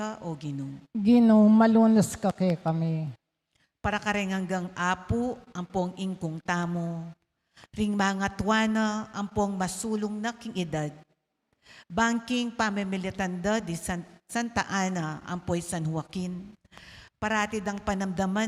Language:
Pampanga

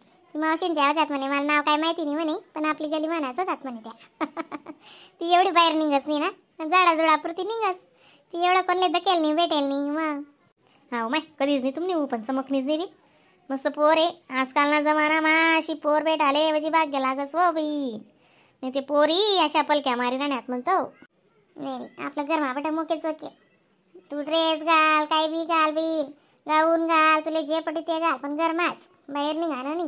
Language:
Khandesi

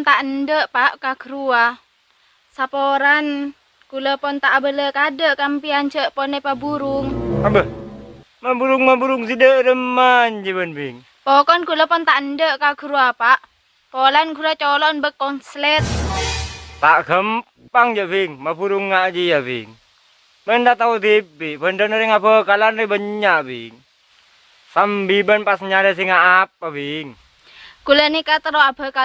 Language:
Madurese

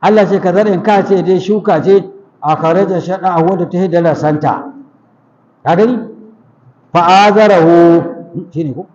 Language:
Hausa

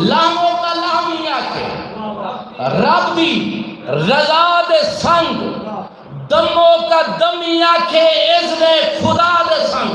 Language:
Saraiki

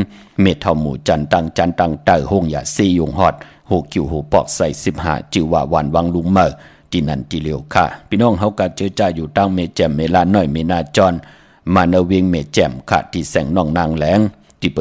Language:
Shan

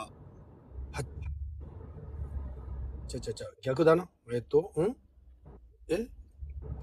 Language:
Japanese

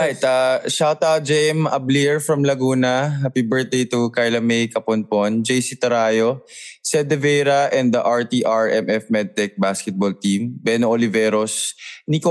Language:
Filipino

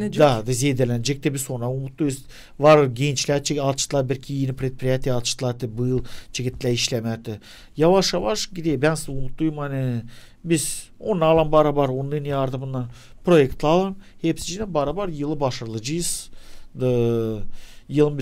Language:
Gagauz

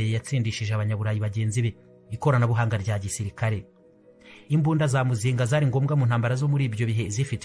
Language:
Kinyarwanda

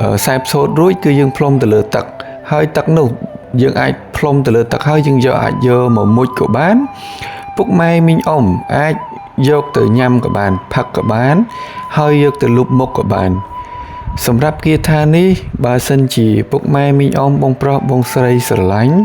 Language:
Khmer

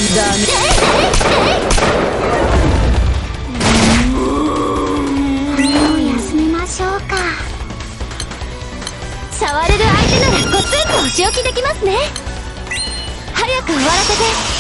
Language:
Japanese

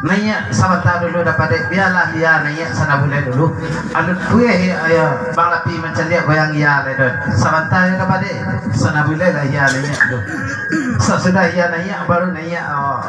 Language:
Minangkabau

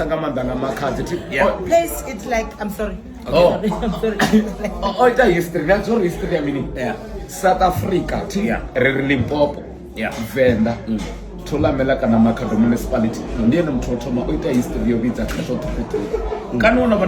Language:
Venda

